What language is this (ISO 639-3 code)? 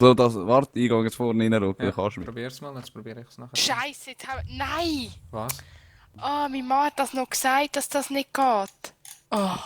gsw